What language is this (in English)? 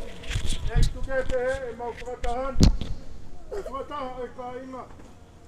Tongan